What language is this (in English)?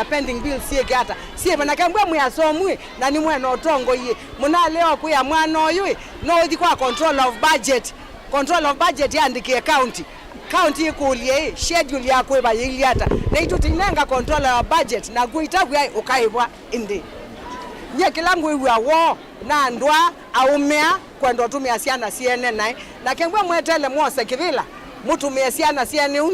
Kamba